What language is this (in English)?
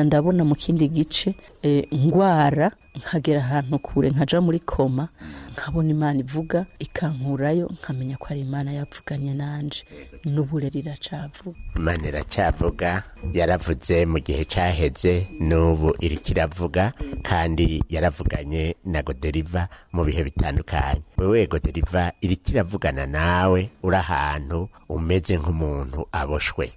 Rundi